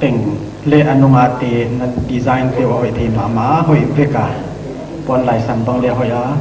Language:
Paite Chin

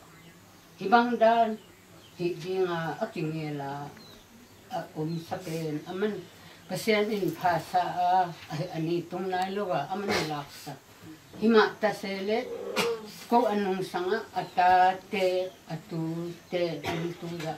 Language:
Tedim Chin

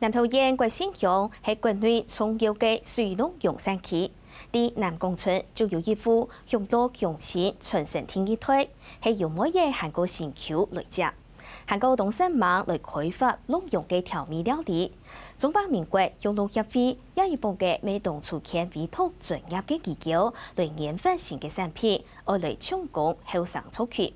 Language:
Hakka Chinese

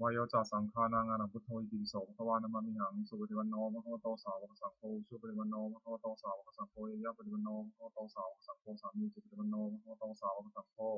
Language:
Pali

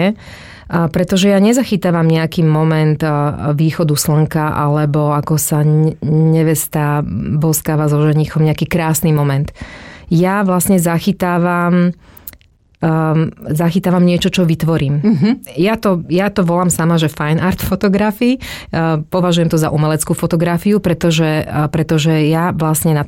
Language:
Slovak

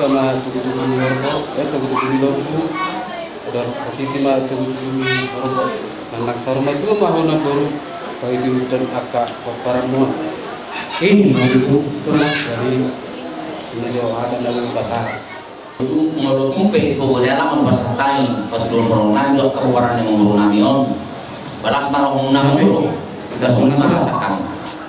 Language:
Batak Toba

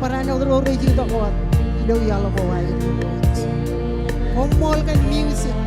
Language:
Marshallese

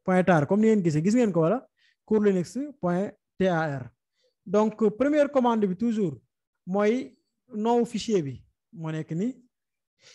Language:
Wolof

